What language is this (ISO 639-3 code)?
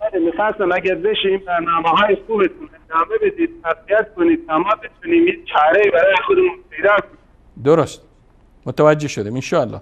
fas